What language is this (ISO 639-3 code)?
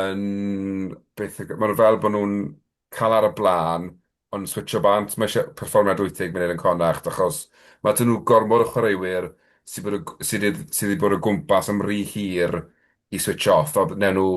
cym